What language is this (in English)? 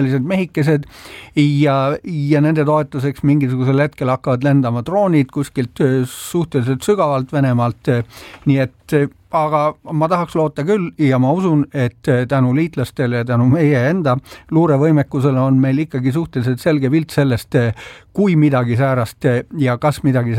Estonian